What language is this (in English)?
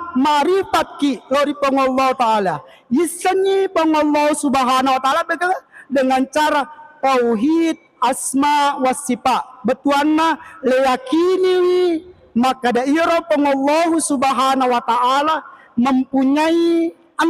Buginese